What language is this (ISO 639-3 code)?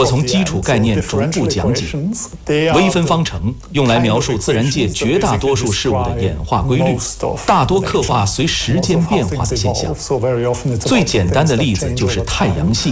zho